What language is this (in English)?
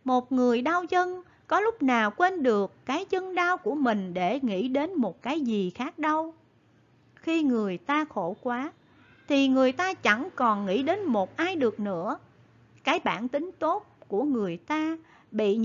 Vietnamese